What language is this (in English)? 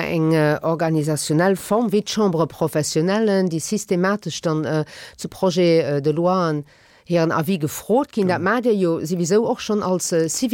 Luxembourgish